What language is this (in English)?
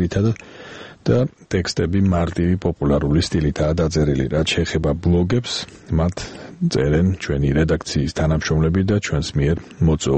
Georgian